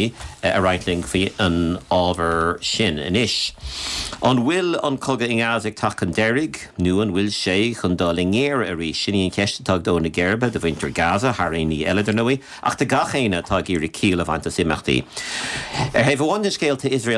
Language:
Irish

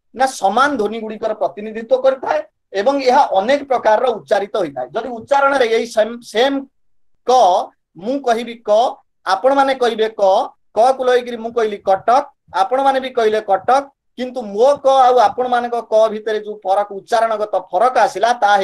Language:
Odia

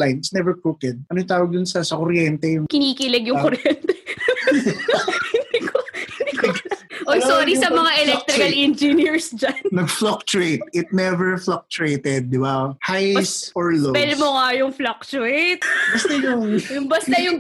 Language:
Filipino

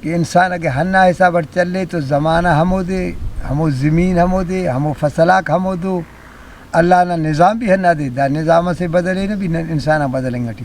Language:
Brahui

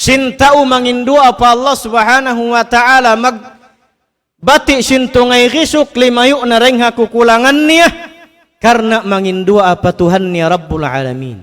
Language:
Tausug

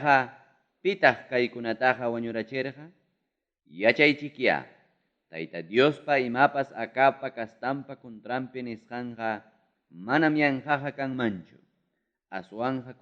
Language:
Ayacucho Quechua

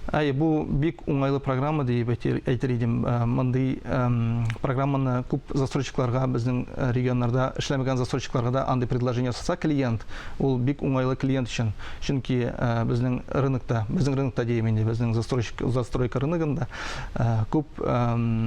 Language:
Tatar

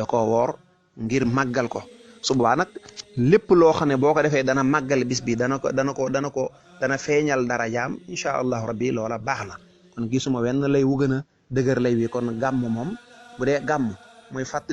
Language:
Wolof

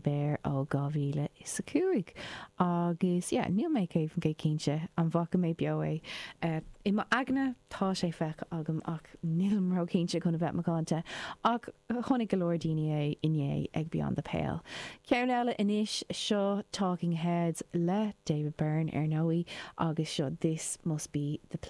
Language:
Irish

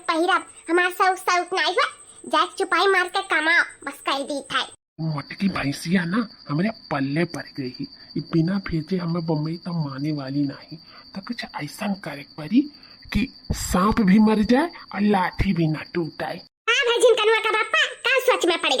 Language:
Awadhi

